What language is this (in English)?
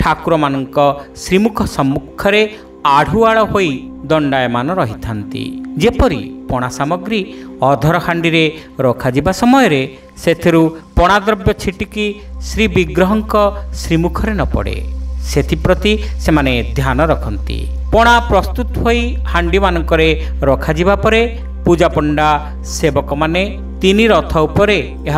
Odia